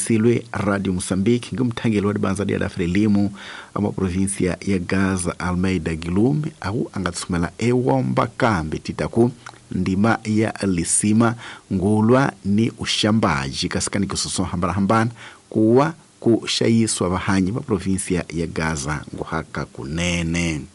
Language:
Tsonga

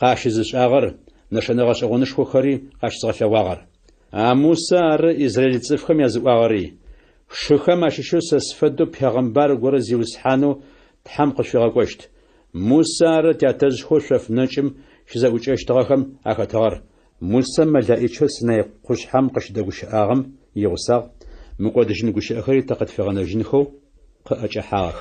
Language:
Adyghe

